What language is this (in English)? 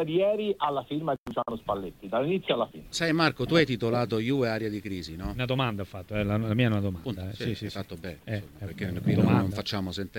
Italian